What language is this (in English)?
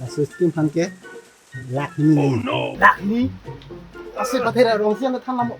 Karbi